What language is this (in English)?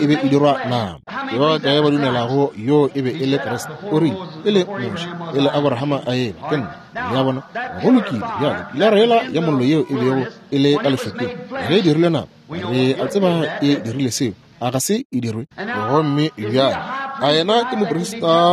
Northern Sotho